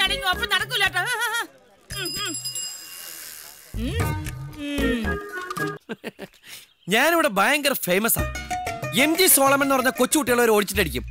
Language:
Malayalam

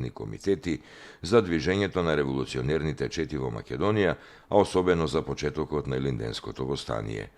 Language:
Macedonian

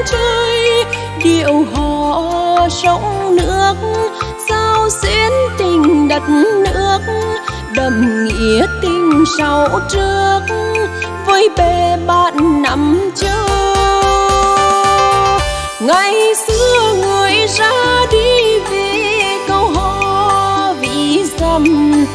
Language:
Vietnamese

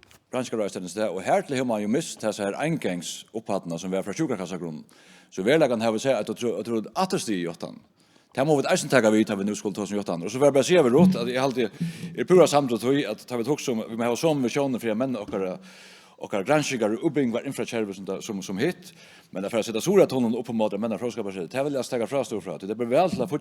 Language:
Faroese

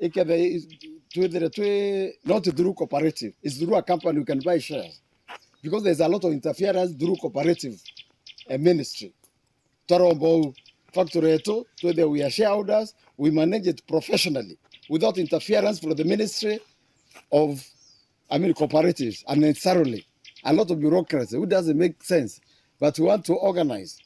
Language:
Meru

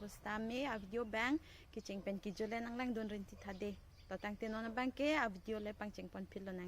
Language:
Karbi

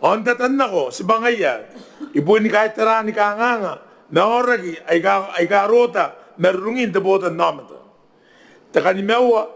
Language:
Gilbertese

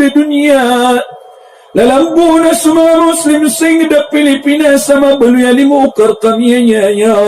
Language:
Maranao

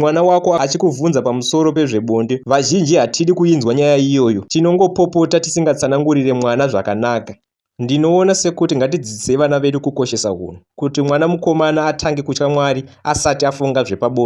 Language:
Shona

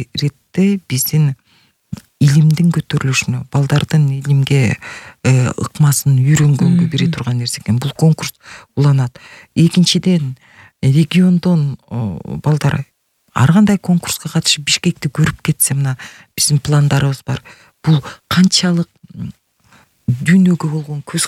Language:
Kyrgyz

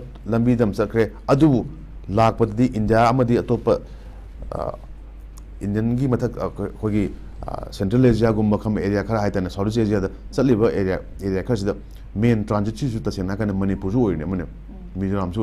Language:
Manipuri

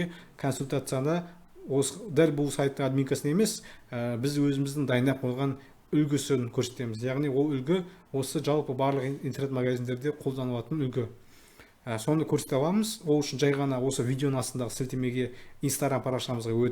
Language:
Kazakh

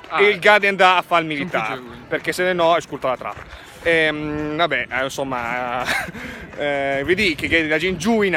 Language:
Lombard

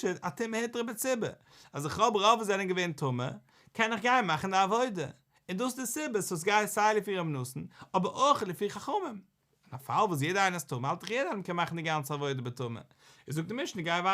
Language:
Yiddish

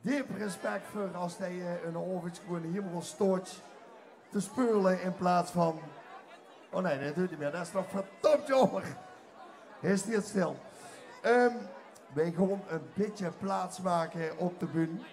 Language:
Limburgish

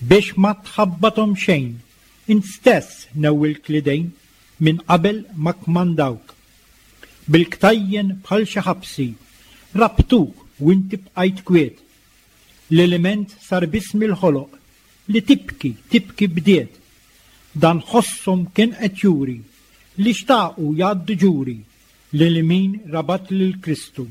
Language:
Maltese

